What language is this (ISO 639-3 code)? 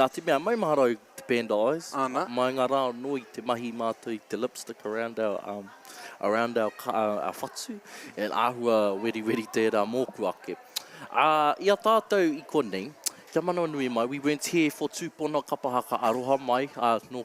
mri